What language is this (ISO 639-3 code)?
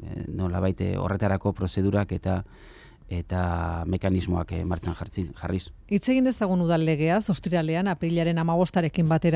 eus